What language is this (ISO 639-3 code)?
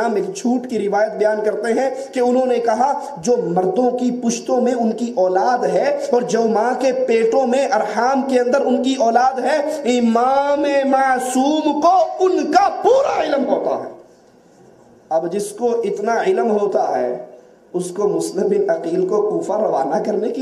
urd